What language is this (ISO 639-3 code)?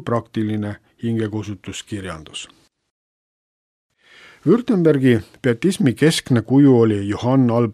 est